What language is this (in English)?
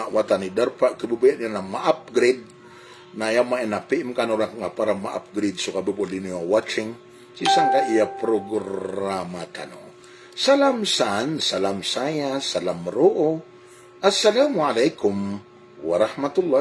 Maranao